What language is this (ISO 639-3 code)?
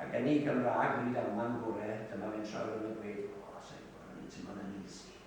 cym